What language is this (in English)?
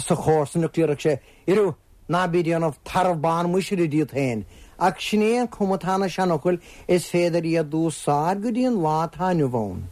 Irish